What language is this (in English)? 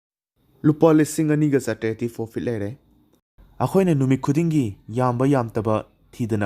Manipuri